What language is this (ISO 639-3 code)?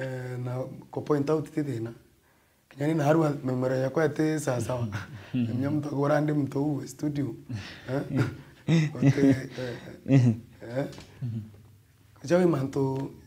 mer